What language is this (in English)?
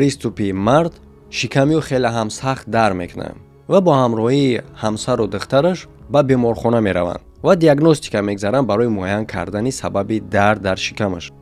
Tajik